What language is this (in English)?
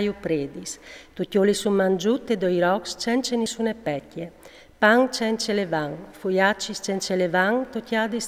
Friulian